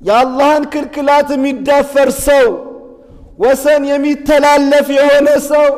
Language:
Amharic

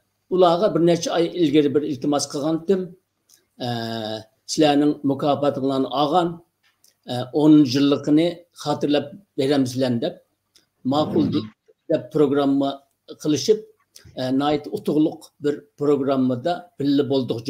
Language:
Uyghur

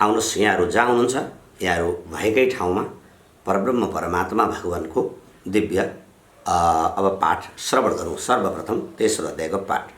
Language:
Nepali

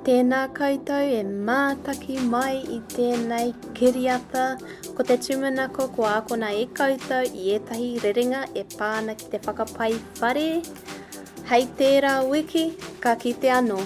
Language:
Māori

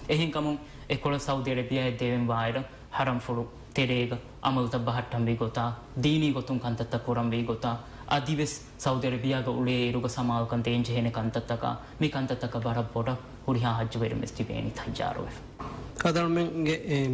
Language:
Divehi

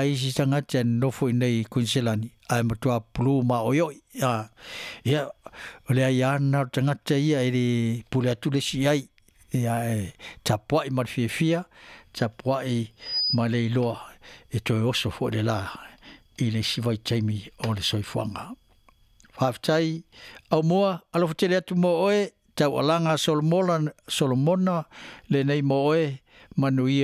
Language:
Samoan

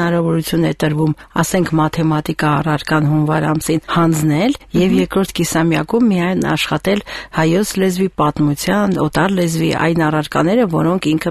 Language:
Armenian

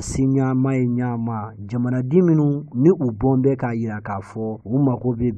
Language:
Bambara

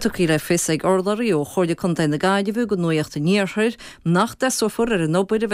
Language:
Irish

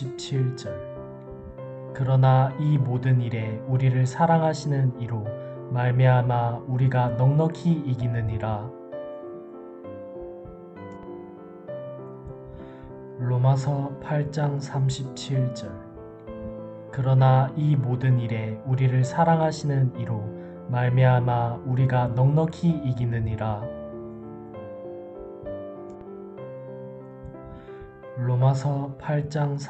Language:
Korean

